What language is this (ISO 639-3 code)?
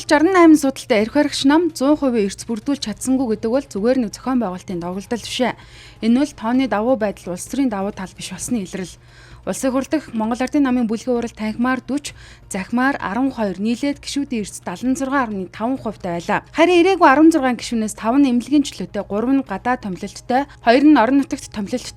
mon